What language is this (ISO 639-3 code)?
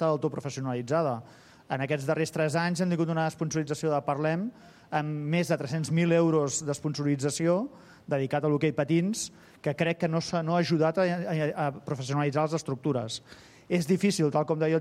cat